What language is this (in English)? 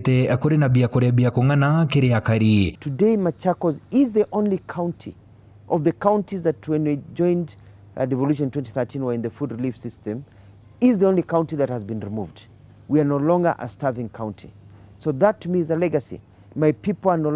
Meru